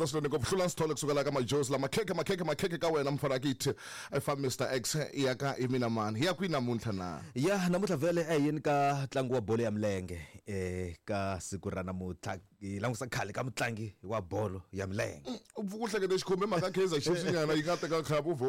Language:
Tsonga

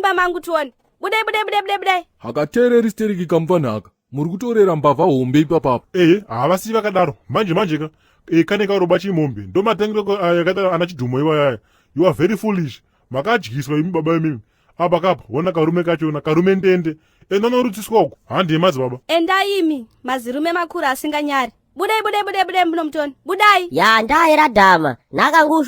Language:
Shona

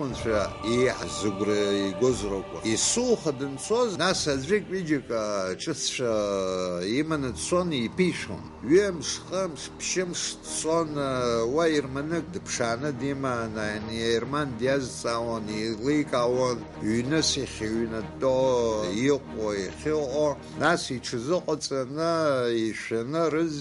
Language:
Abkhazian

